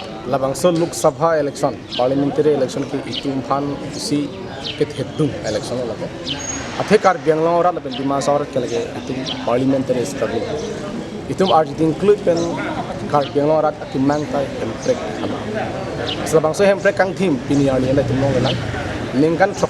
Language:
Karbi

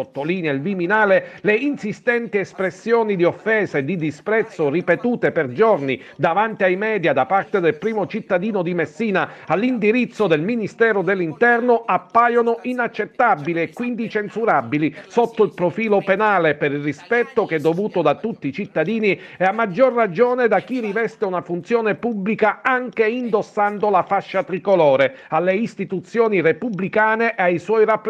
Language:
Italian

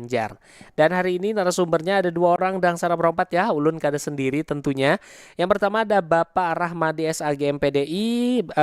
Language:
Banjar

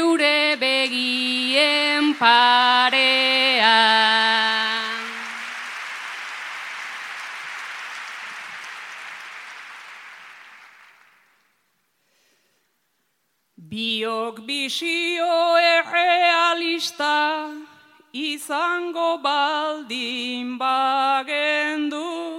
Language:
Basque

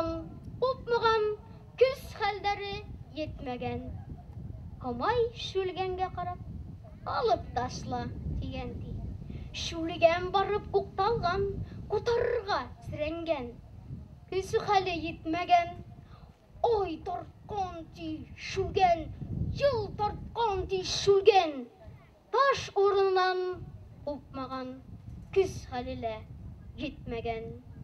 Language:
Bashkir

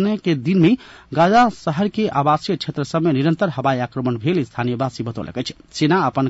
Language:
Maithili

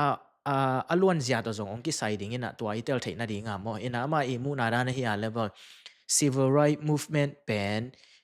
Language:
Tedim Chin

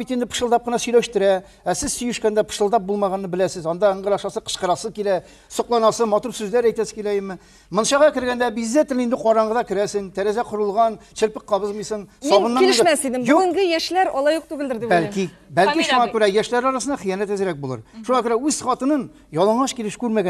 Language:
Tatar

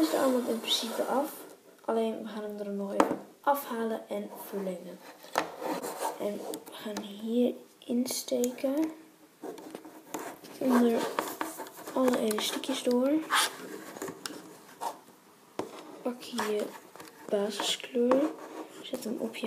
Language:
Dutch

